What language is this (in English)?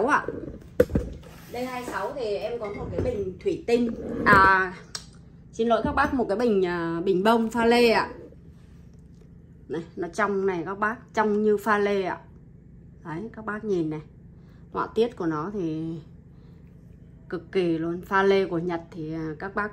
Vietnamese